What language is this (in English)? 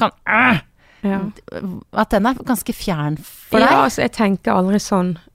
Norwegian